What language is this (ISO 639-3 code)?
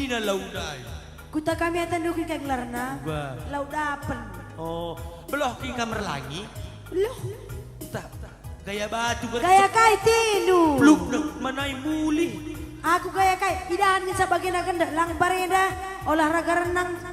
btx